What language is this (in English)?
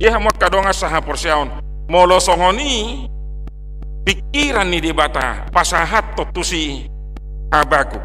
Batak Toba